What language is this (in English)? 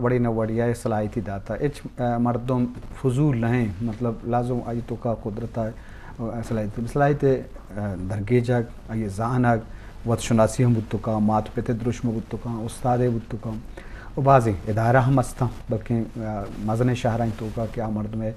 Eastern Balochi